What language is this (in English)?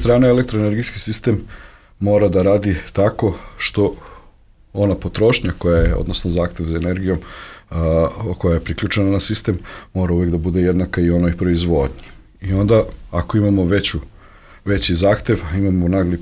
Serbian